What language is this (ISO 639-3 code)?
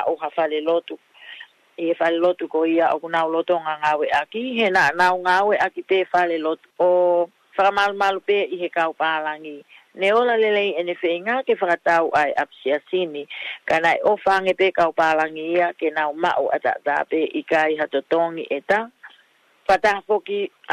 ton